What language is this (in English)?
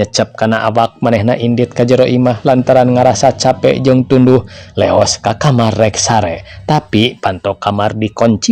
Sundanese